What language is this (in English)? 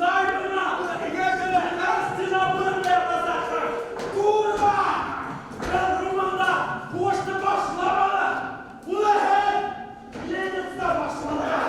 Bashkir